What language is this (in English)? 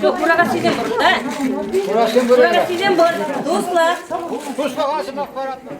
Chuvash